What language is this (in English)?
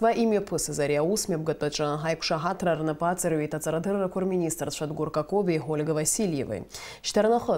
Abkhazian